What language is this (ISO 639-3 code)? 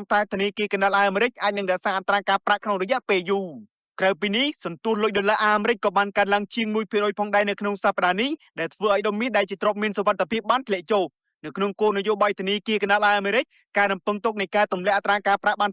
khm